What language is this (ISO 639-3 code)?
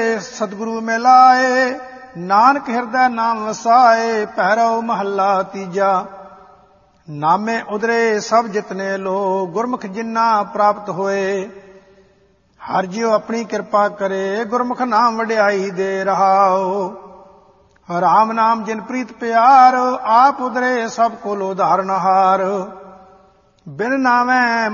pan